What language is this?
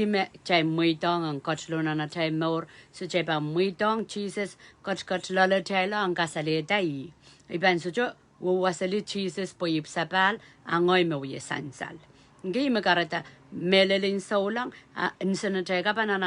Pohnpeian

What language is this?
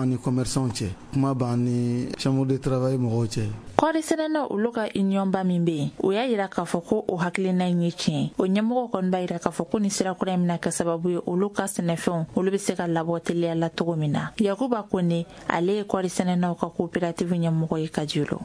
Bambara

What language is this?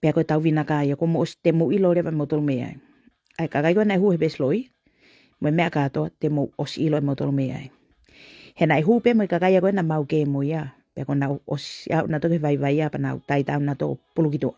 Tongan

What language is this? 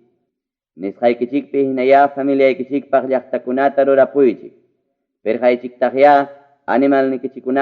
Ayacucho Quechua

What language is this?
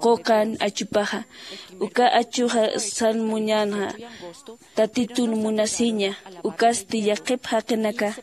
Aymara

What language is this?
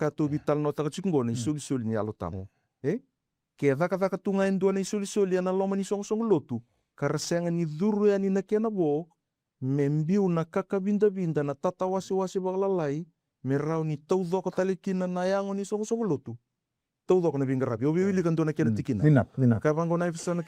Fijian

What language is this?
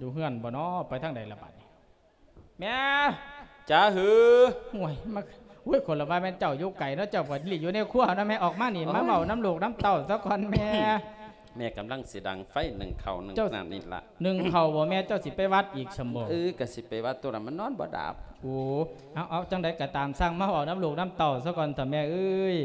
Lao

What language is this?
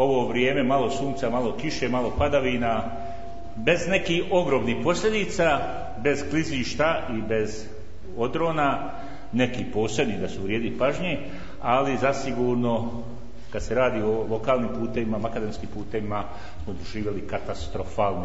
Bosnian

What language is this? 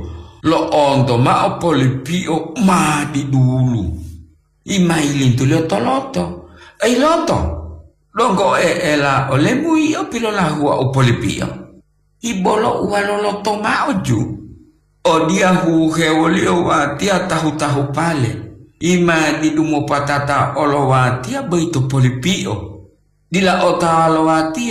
Gorontalo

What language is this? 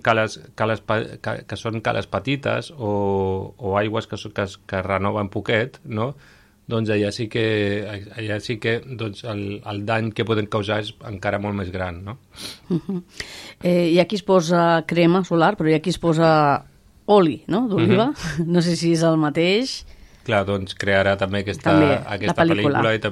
Catalan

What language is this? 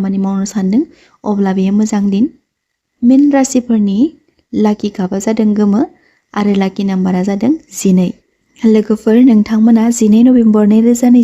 Bodo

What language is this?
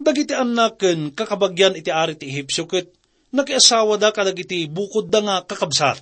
Iloko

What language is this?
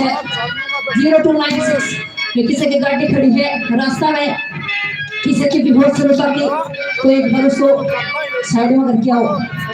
Haryanvi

